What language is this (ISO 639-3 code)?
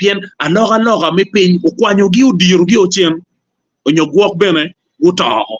ach